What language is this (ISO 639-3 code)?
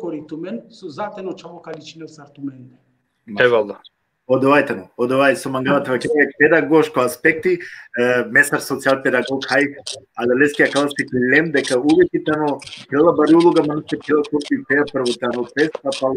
rmn